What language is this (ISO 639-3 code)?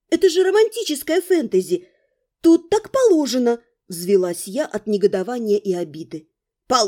rus